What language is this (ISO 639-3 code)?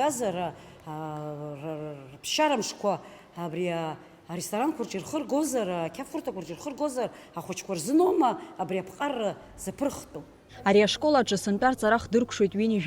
abk